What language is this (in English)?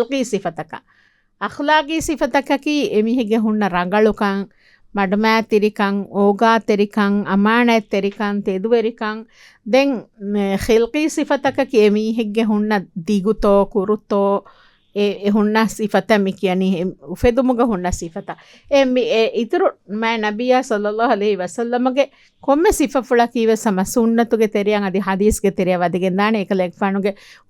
Divehi